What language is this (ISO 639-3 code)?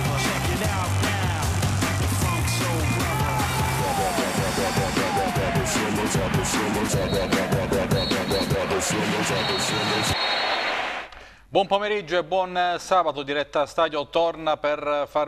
ita